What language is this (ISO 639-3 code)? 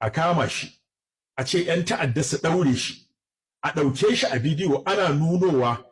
hau